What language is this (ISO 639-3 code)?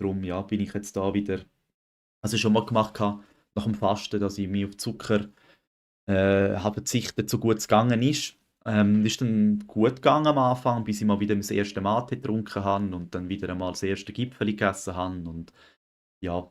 gsw